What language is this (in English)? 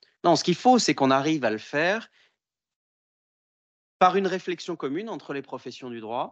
French